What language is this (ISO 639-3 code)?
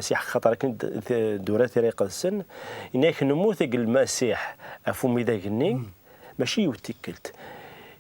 kab